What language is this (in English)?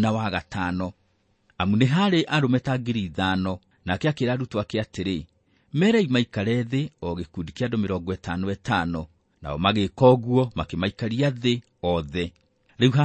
Kikuyu